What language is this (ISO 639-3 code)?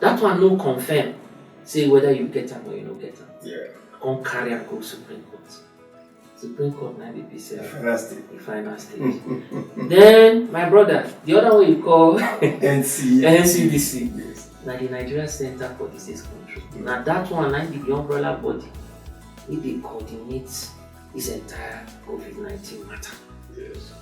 pcm